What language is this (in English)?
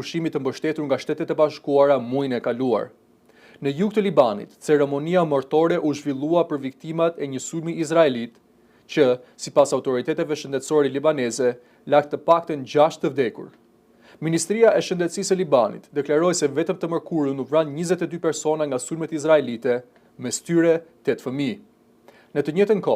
Albanian